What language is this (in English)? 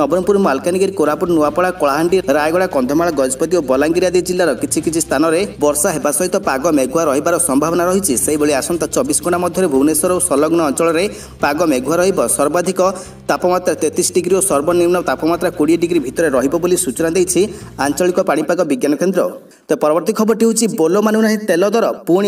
Odia